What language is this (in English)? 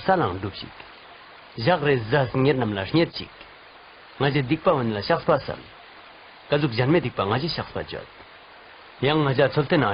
Ladakhi